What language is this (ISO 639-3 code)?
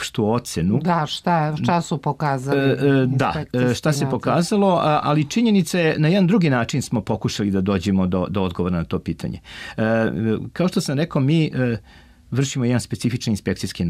srp